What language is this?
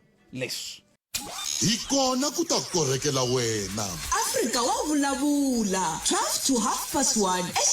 Tsonga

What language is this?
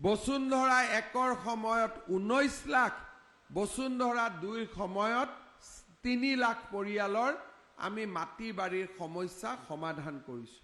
Assamese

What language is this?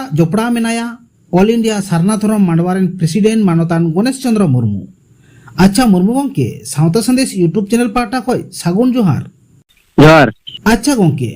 Santali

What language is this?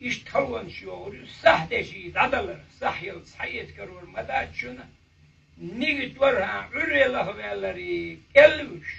Chechen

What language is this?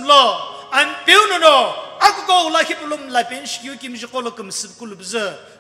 Sumi Naga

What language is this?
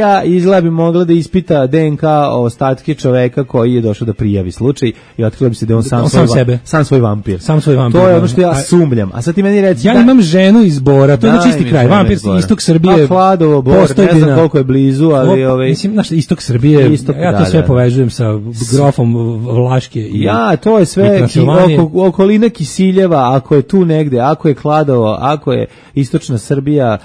Serbian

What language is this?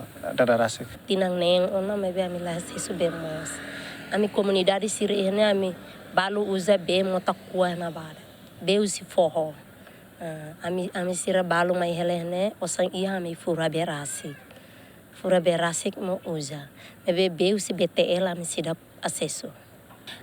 Tetum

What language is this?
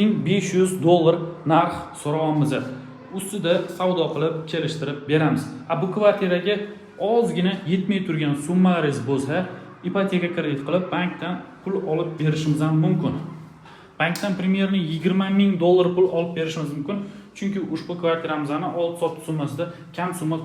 Uzbek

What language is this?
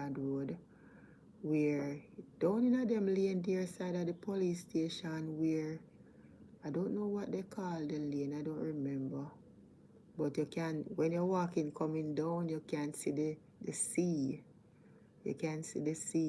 Jamaican Creole English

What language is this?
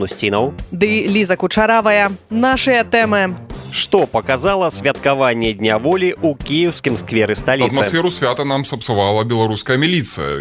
Belarusian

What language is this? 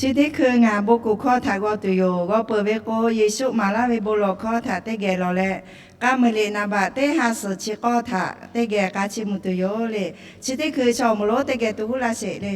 Lahu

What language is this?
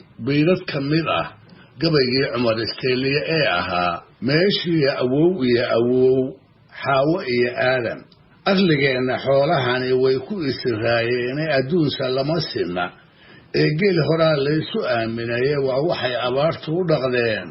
Somali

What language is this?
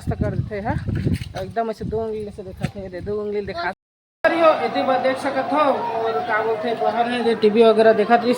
Chhattisgarhi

